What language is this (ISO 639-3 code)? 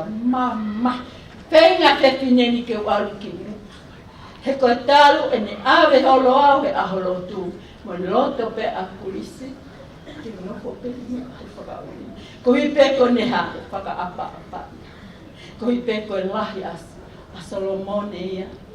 ton